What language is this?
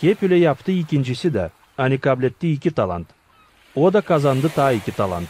Gagauz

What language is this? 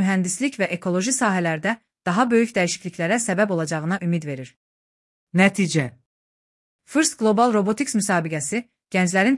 Azerbaijani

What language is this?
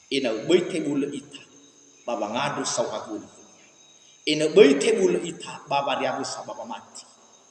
Nias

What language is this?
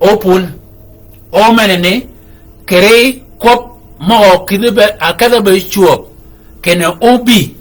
Shilluk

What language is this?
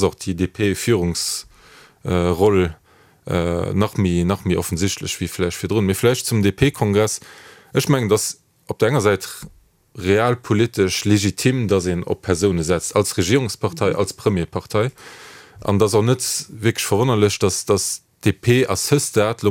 Luxembourgish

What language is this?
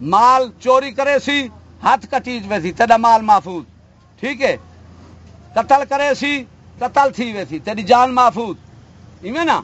Saraiki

